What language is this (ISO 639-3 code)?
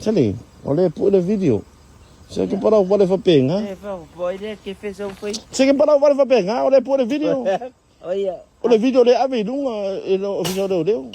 smo